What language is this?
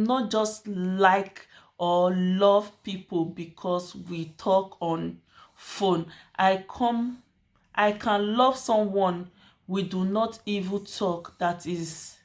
Nigerian Pidgin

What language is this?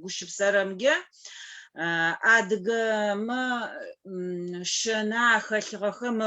Adyghe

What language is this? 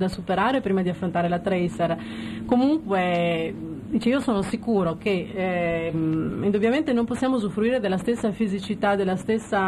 Italian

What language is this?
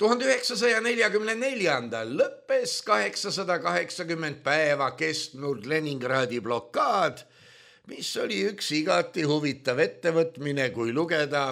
Estonian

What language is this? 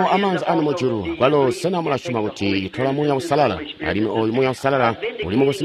Tonga (Zambia)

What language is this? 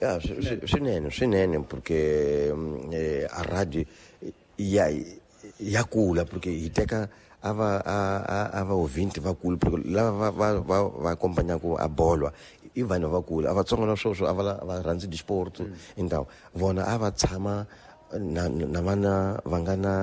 Tsonga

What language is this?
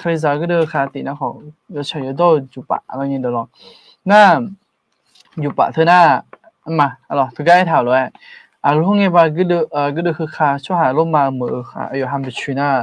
Akha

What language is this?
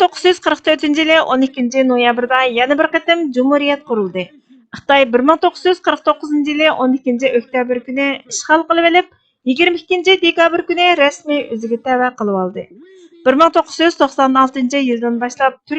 Uyghur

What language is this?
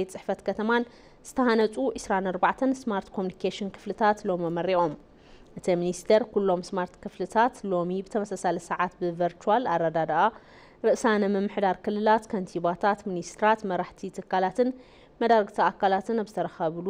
Tigrinya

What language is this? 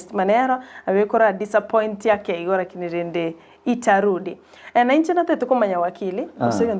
Gusii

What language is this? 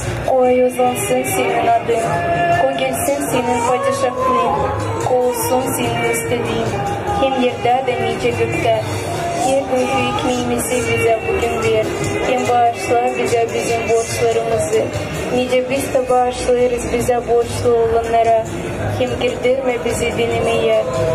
Gagauz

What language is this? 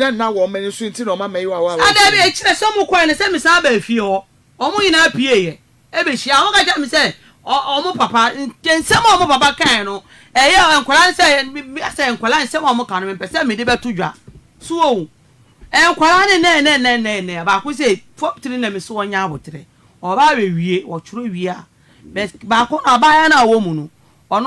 Akan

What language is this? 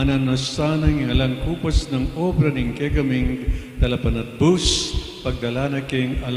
Pampanga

